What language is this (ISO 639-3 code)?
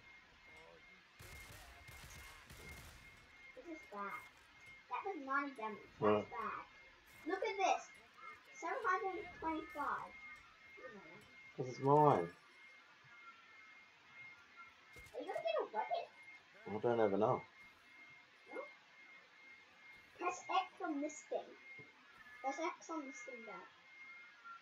eng